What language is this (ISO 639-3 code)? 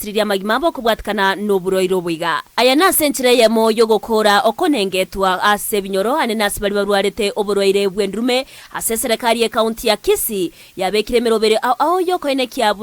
guz